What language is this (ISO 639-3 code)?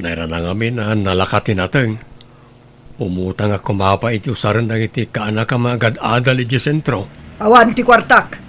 ilo